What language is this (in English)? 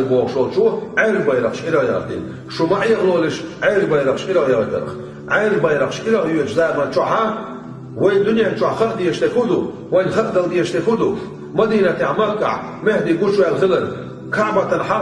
Chechen